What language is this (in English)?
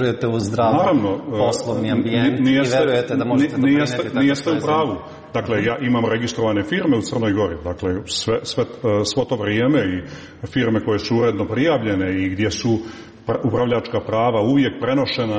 Serbian